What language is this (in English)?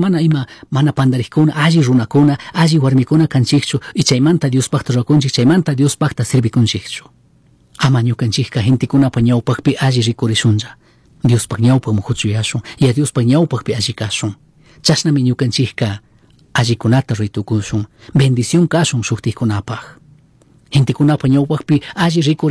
Chimborazo Highland Quichua